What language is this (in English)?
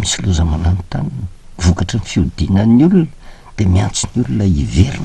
Malagasy